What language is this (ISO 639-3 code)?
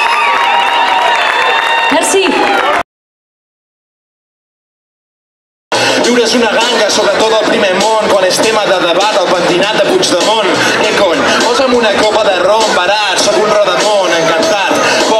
cat